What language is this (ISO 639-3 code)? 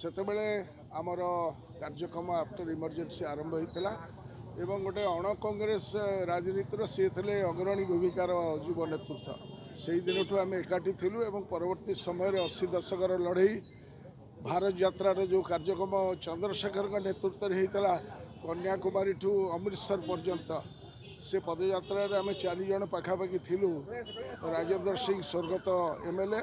ori